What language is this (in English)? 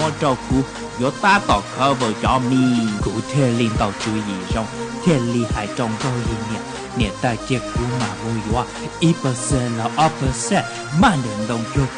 Hmong